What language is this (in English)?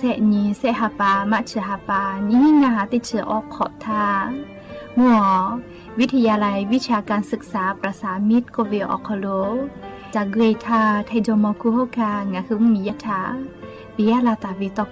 Lahu